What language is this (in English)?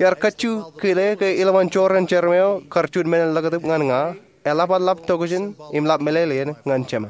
Marshallese